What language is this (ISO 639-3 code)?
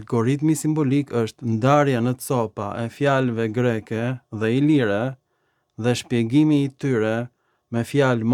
sqi